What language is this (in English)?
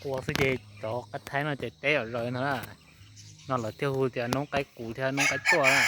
Hmong